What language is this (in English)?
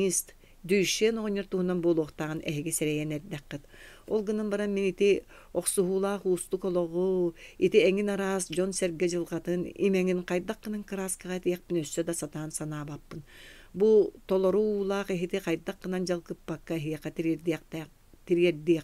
Yakut